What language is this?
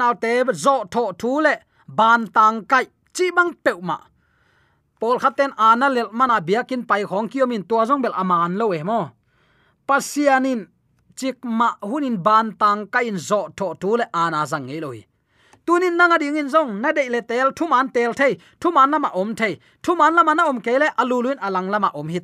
Tedim Chin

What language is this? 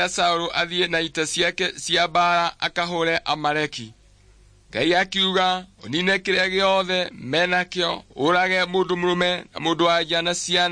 Kikuyu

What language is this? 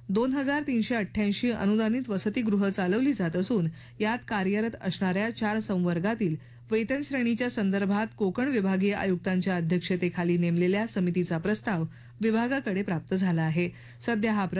Marathi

